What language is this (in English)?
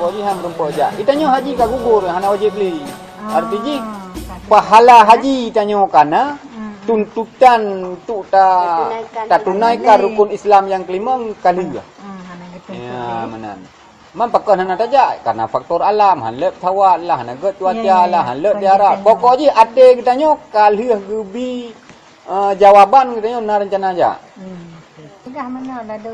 Achinese